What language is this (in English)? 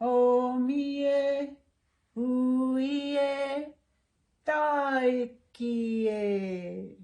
Māori